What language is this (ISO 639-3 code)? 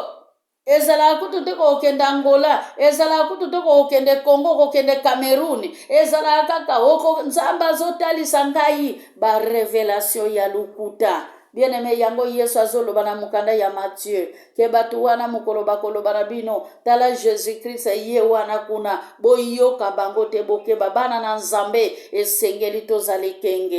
lin